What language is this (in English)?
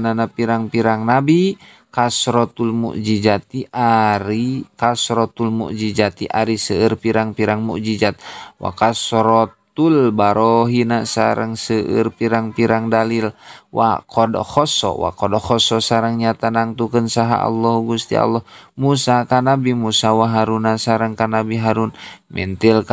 Sundanese